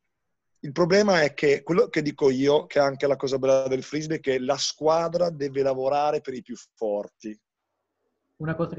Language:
Italian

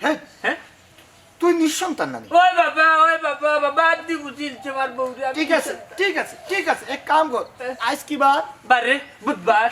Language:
Sylheti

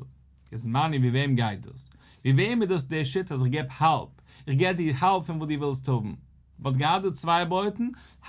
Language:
Yiddish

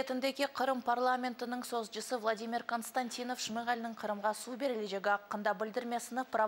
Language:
Crimean Tatar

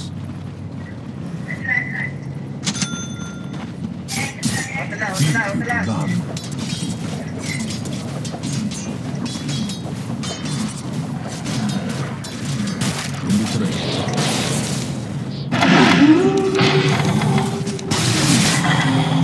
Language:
Malay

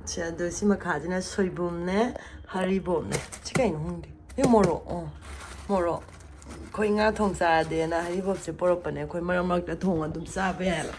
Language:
Manipuri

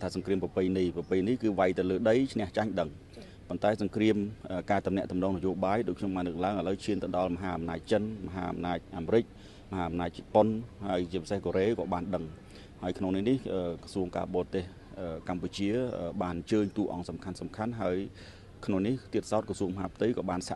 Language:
Khmer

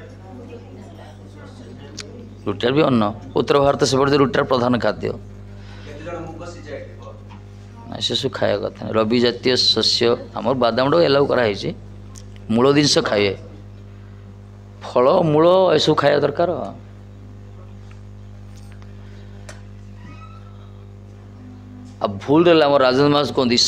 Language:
Odia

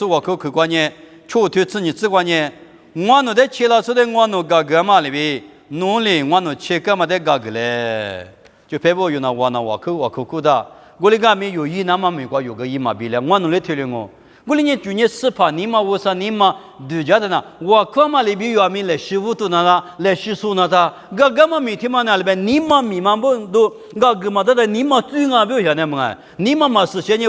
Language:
Lisu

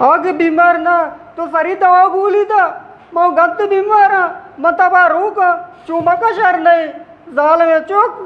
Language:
Eastern Balochi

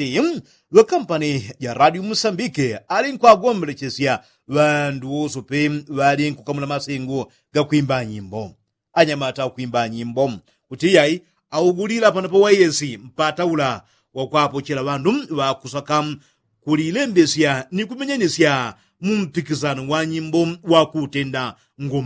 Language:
Yao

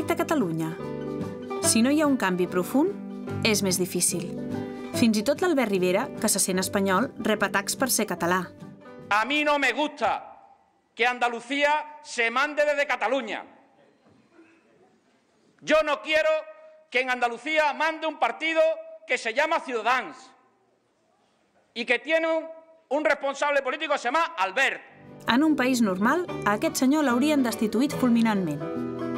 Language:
Catalan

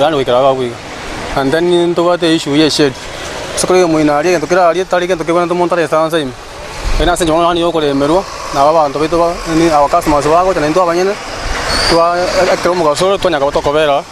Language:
Gusii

